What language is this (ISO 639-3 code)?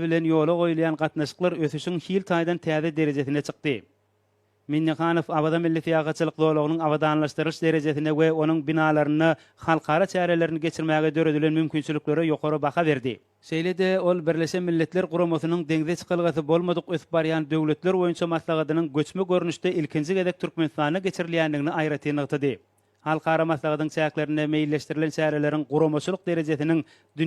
tuk